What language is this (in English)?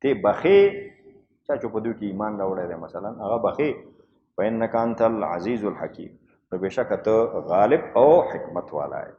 Pashto